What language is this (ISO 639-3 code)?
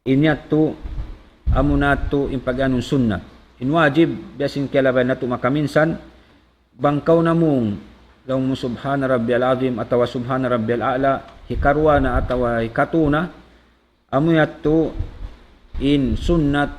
tsg